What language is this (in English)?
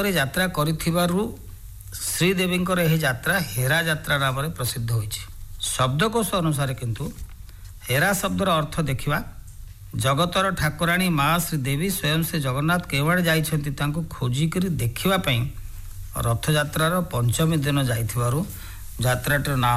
Odia